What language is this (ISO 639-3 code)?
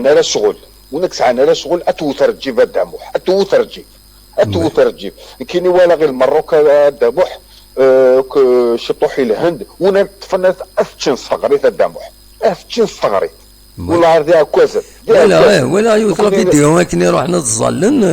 kab